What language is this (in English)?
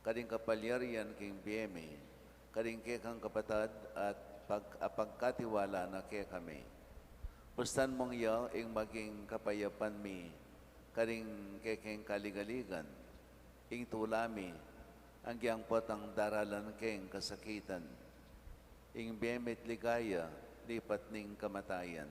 Pampanga